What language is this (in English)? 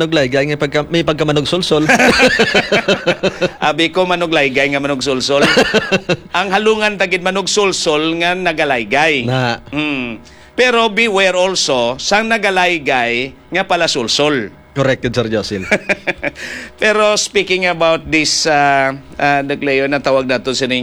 Hiligaynon